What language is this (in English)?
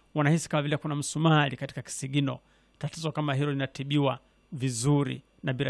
Swahili